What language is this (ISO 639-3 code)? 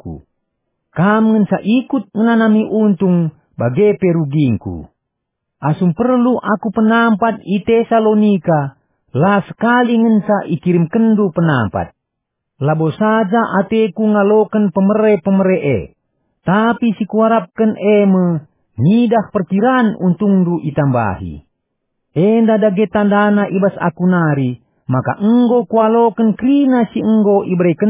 btx